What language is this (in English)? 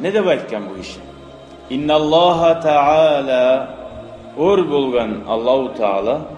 Kumyk